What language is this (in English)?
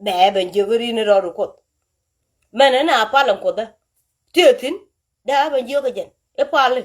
Nuer